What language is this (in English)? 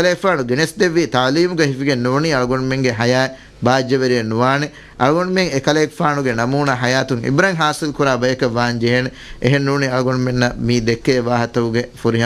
Divehi